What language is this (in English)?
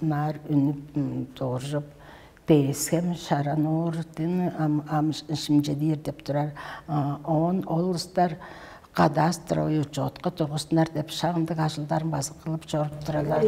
Tuvinian